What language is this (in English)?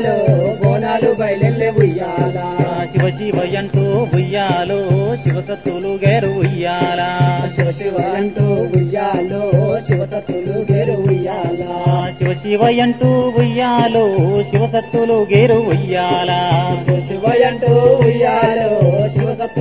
Telugu